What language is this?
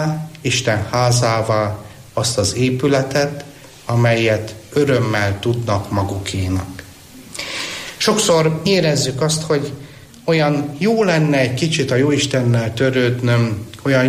Hungarian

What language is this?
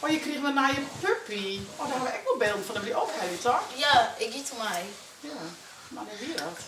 Western Frisian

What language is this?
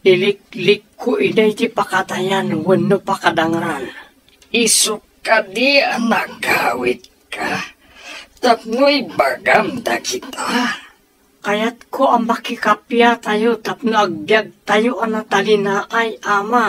Iloko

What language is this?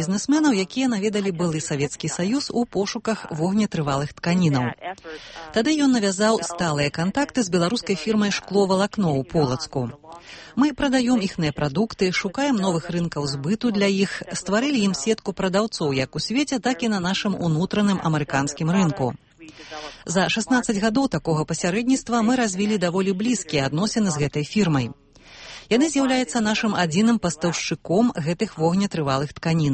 Belarusian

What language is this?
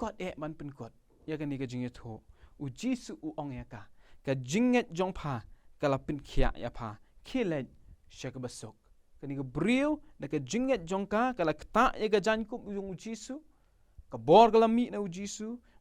Khasi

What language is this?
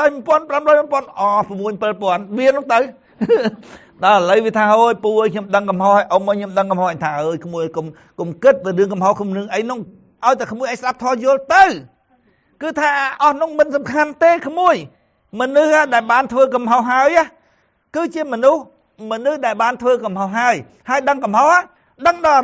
Khmer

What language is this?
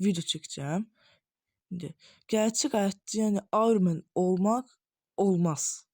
Azerbaijani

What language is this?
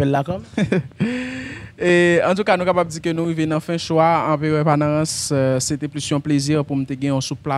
Haitian Creole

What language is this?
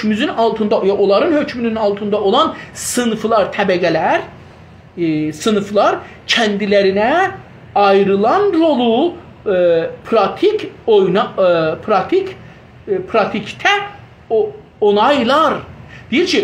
South Azerbaijani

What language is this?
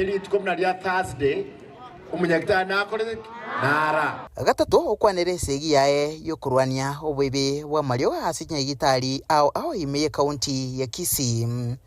Gusii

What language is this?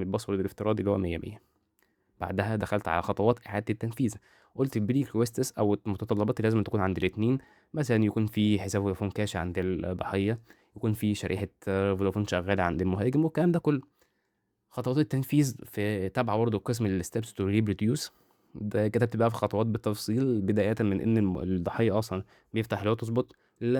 Egyptian Arabic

